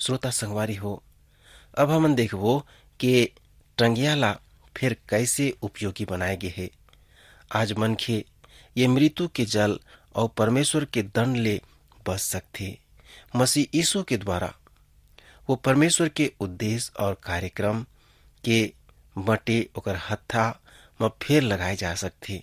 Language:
Chhattisgarhi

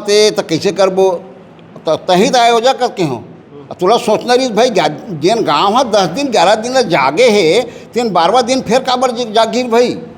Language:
Chhattisgarhi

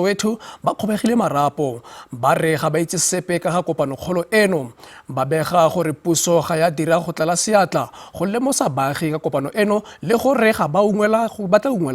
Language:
Tswana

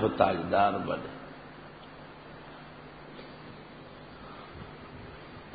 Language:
Urdu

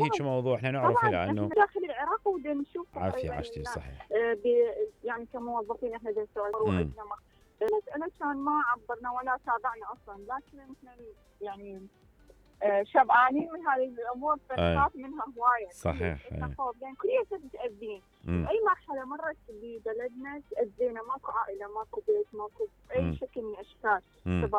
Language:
Mesopotamian Arabic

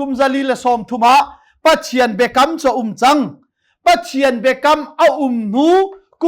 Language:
Hakha Chin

